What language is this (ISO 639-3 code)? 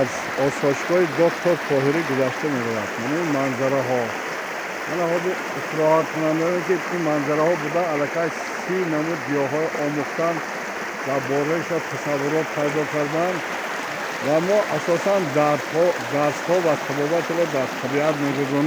tgk